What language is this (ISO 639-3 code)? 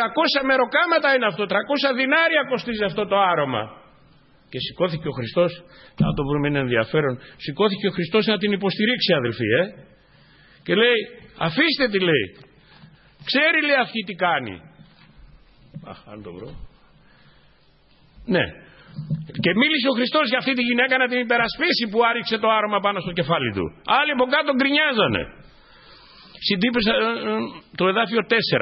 ell